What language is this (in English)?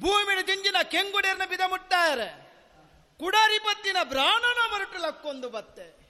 Tulu